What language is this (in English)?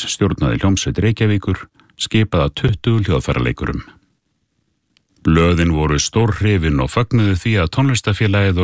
Icelandic